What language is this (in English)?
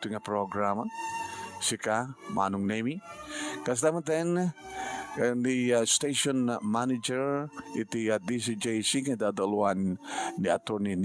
Iloko